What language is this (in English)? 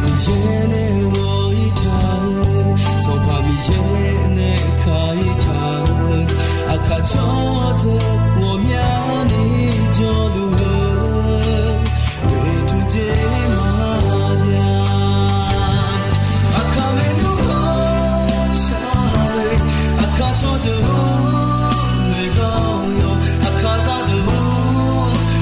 Akha